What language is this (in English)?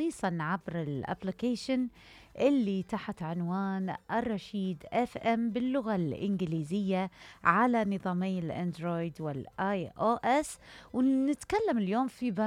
Mesopotamian Arabic